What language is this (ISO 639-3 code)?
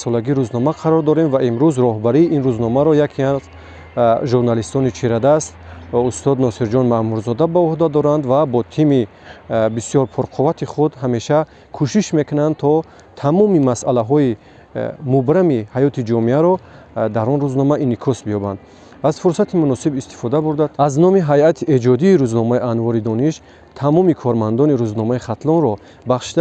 tgk